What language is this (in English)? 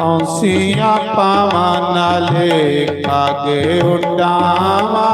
Dogri